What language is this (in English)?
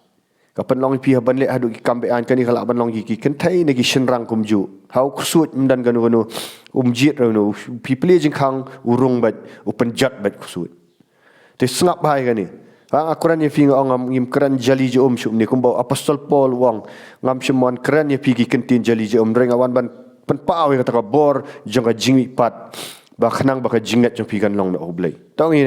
Khasi